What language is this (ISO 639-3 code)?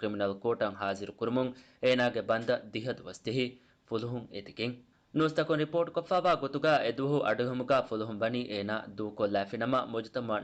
div